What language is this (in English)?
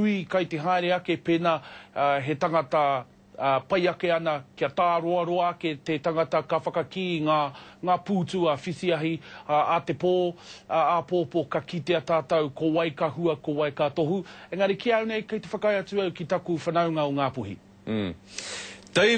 Māori